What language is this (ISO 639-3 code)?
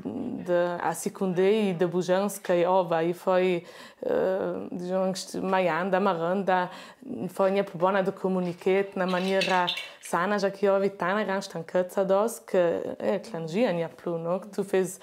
lld